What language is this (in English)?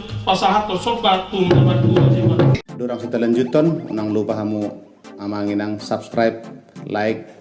Batak Toba